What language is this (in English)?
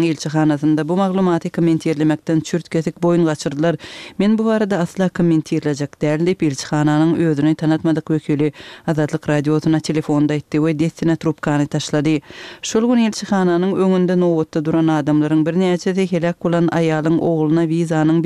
Turkmen